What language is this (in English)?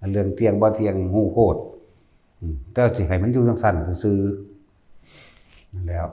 Northeastern Thai